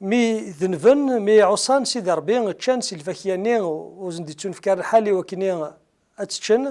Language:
Kabyle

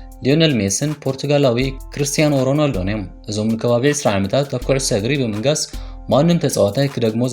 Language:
Tigrinya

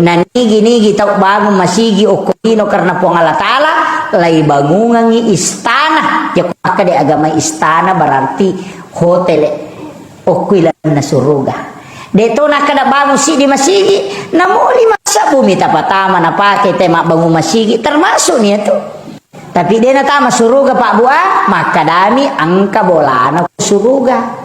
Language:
Buginese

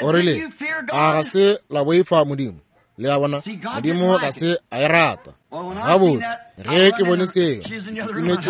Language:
Northern Sotho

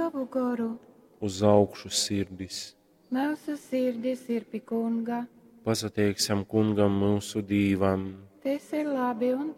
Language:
Latgalian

